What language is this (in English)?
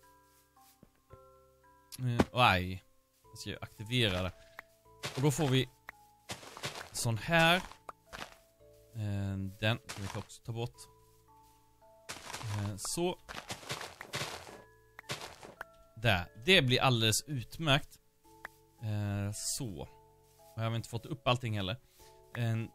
Swedish